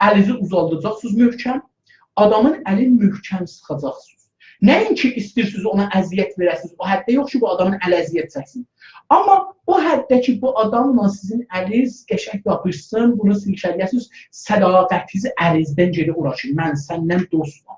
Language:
South Azerbaijani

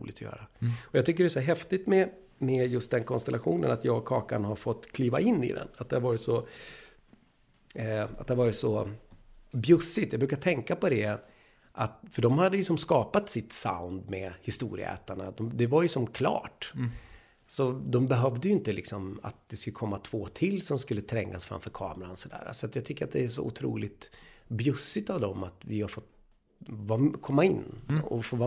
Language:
Swedish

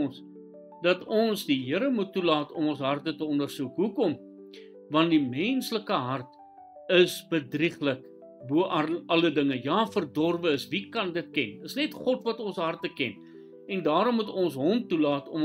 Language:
Afrikaans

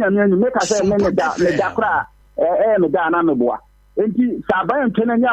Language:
Akan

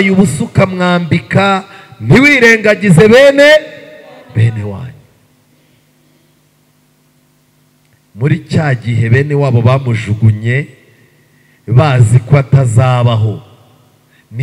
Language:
Kinyarwanda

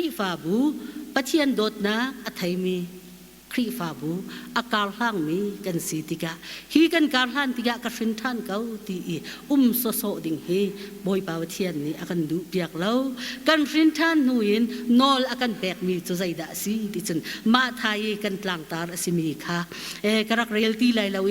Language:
Hakha Chin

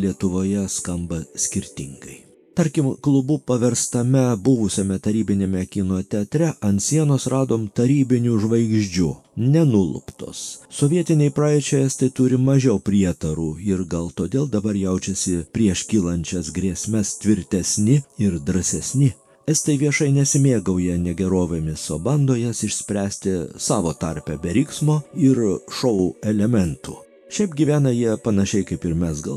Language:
Lithuanian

